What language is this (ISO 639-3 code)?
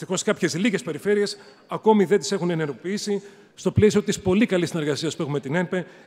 ell